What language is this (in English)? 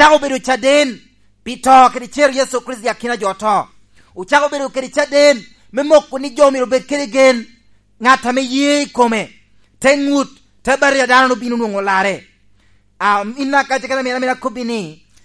Lango (Uganda)